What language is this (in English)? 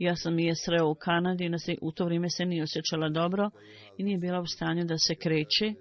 Bosnian